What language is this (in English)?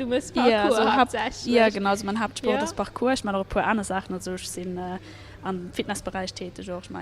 Luxembourgish